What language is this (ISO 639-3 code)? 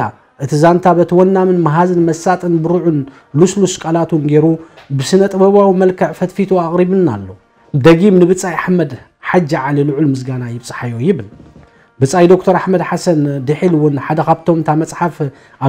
tir